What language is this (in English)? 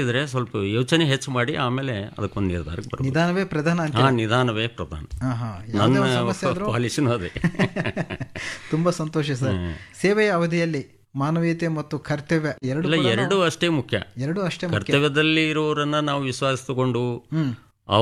Kannada